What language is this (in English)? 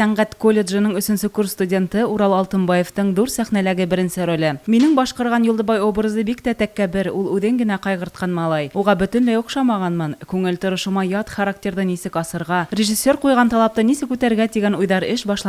Bashkir